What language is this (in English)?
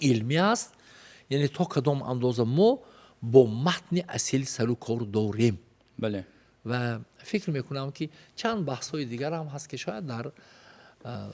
Tajik